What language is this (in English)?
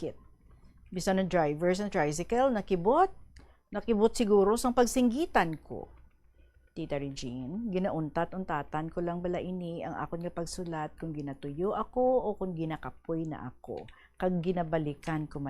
Hiligaynon